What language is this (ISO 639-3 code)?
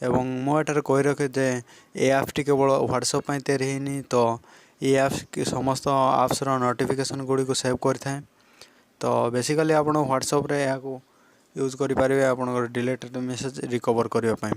ori